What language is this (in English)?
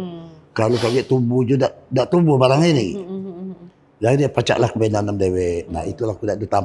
Musi